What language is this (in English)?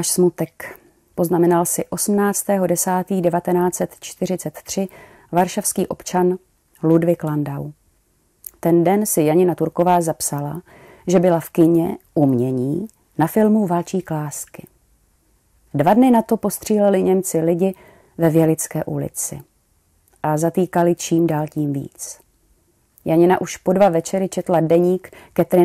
Czech